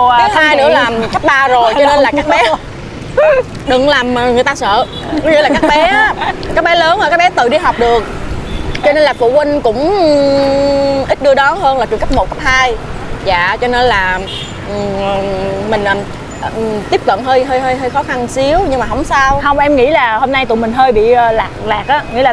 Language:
Vietnamese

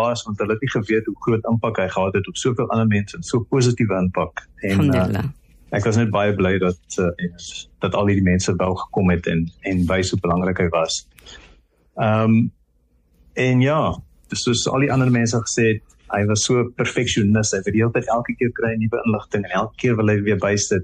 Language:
Afrikaans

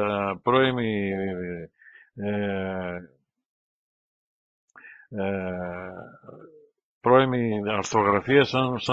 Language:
Greek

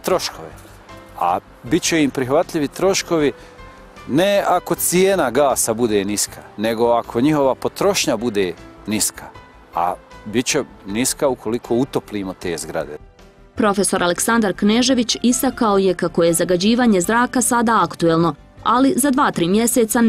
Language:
Bosnian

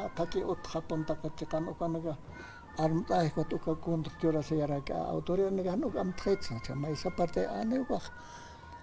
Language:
Aymara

